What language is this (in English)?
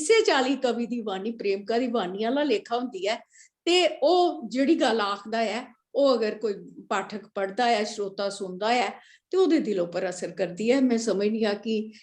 Dogri